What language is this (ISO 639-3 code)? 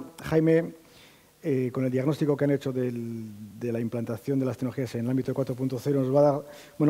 spa